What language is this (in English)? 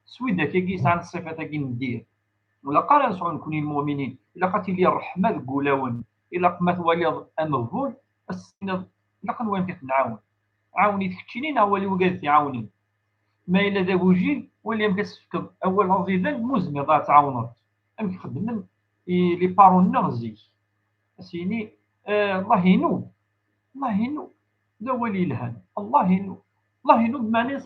Kabyle